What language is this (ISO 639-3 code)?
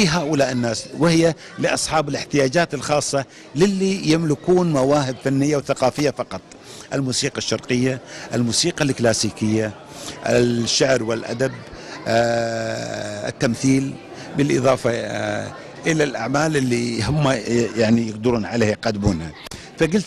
arz